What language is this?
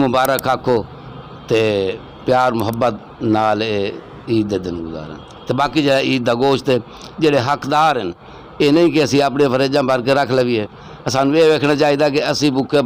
Saraiki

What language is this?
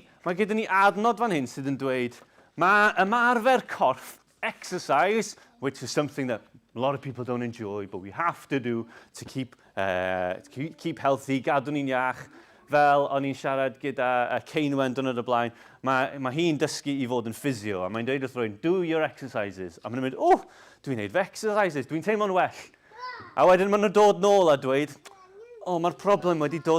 Welsh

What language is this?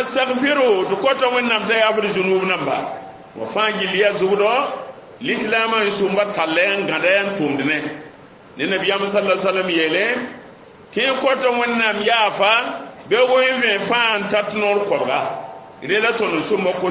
Mossi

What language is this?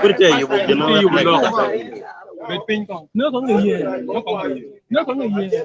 Acoli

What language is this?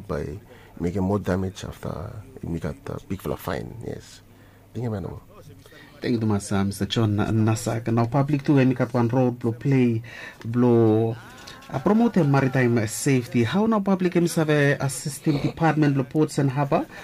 Bislama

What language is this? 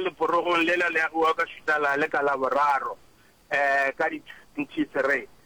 Northern Sotho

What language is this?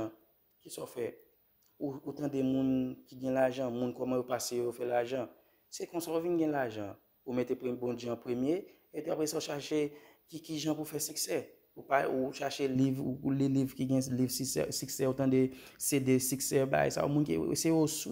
Haitian Creole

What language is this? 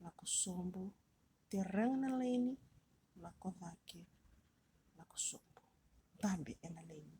Fijian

